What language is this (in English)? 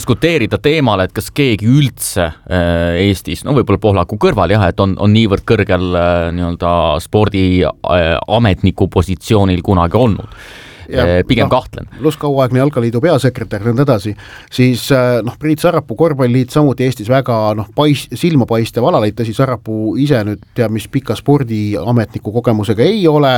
Estonian